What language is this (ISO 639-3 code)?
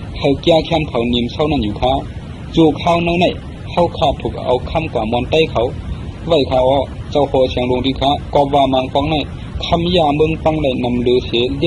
shn